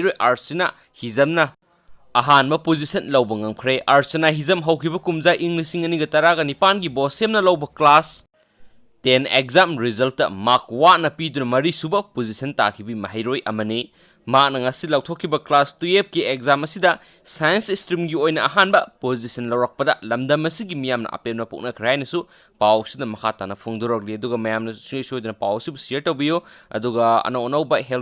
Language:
Manipuri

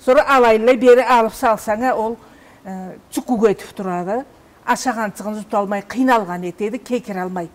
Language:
Karachay-Balkar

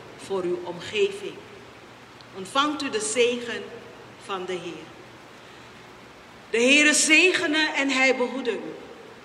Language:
Dutch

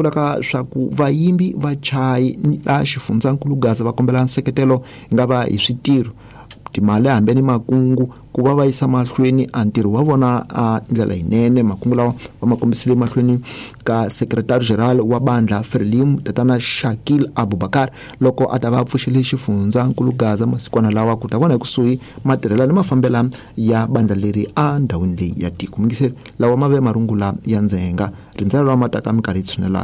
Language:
Tsonga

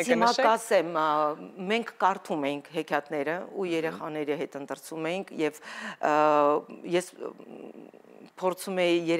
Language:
Armenian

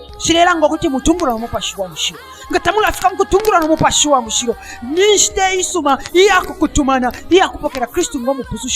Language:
Bemba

